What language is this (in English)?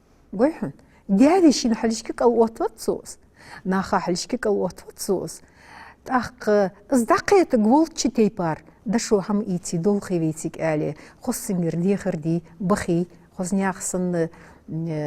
Ingush